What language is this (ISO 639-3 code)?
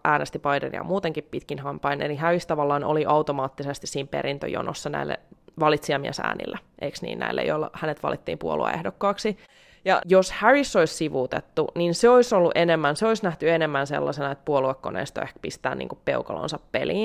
fin